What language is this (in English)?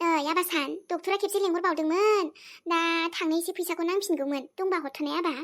Bodo